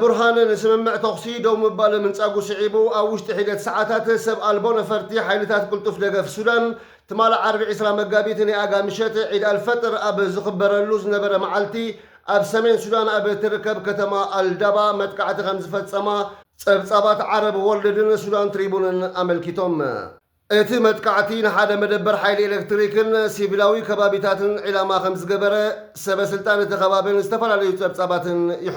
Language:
Tigrinya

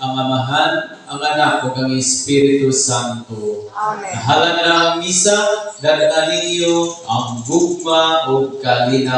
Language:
Cebuano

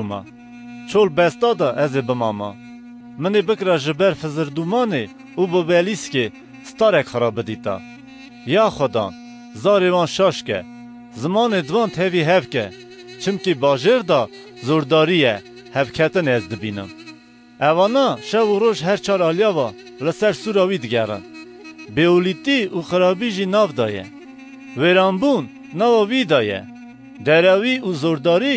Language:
Kurdish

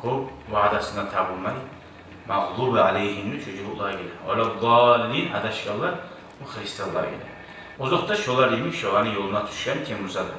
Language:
Kumyk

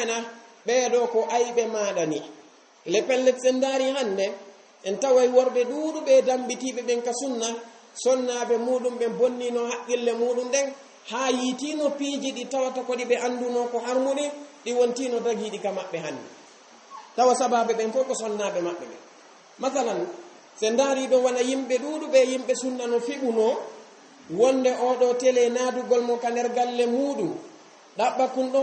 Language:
Fula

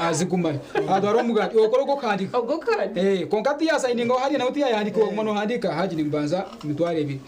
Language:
Nyankole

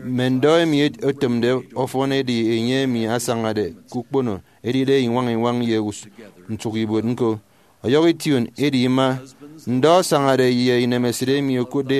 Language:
Efik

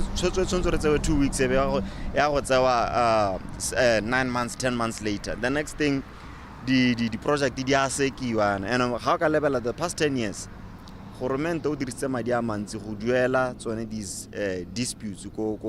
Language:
Tswana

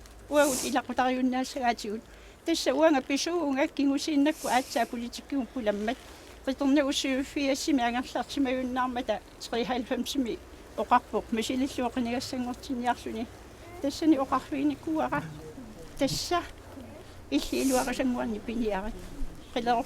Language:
Kalaallisut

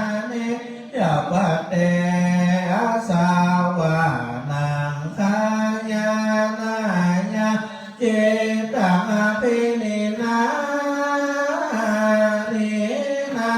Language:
Pali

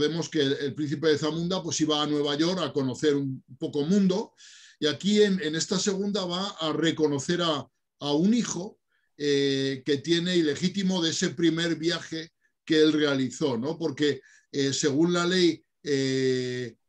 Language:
Spanish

